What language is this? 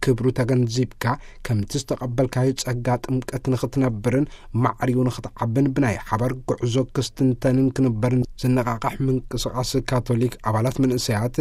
Tigrinya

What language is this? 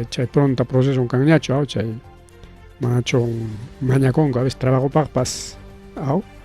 Ayacucho Quechua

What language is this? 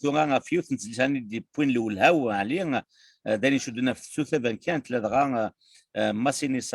Kabyle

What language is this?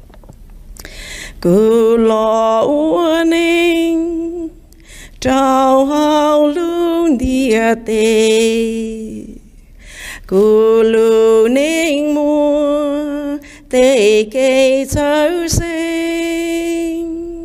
Vietnamese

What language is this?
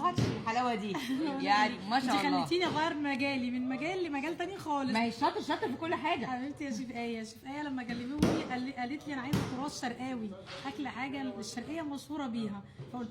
Egyptian Arabic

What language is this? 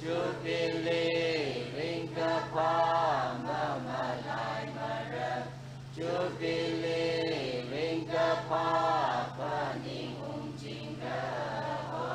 Tangkhul Naga (India)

